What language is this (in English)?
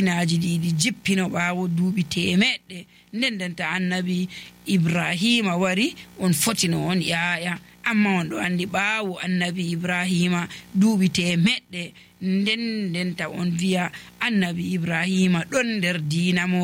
Nigerian Fulfulde